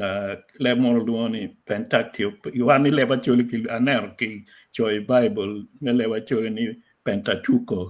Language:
Acoli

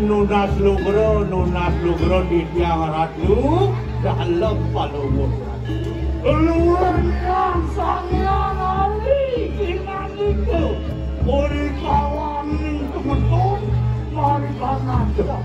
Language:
Balinese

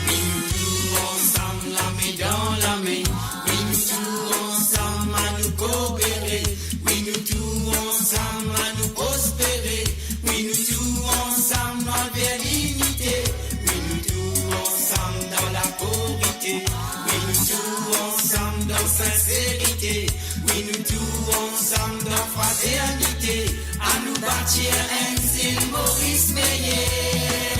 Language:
Morisyen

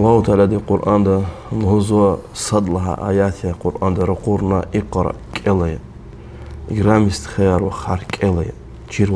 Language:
Lezghian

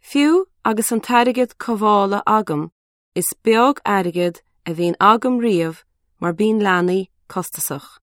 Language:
Irish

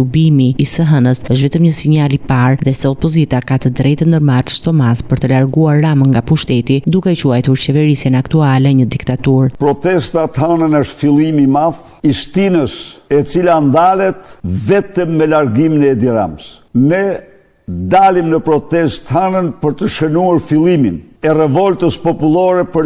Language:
Albanian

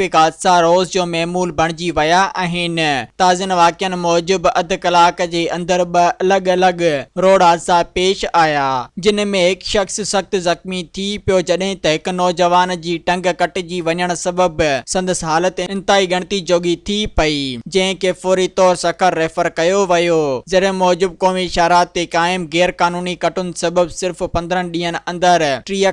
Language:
Sindhi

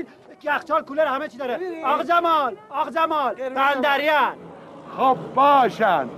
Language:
Persian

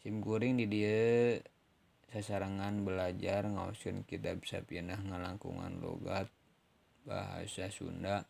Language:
Sundanese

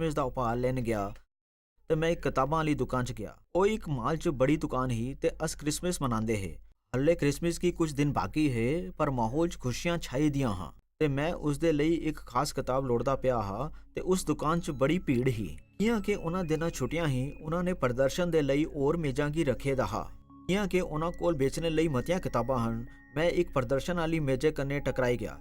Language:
Dogri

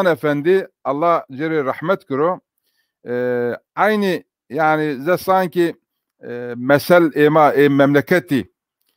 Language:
Zaza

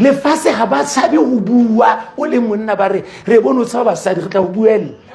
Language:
Southern Sotho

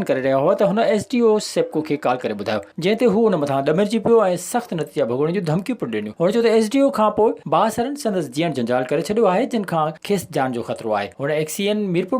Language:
Sindhi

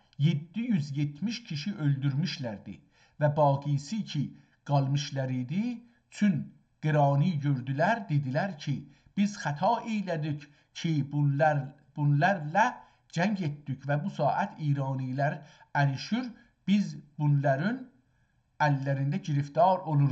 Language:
South Azerbaijani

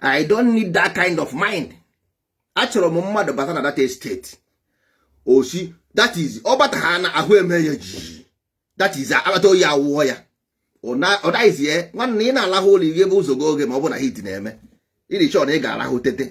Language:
Igbo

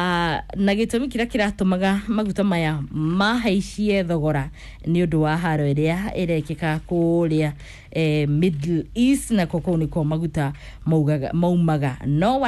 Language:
Kikuyu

